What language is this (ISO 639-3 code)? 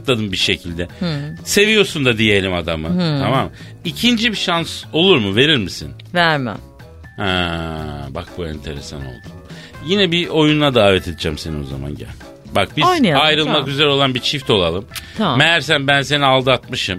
tur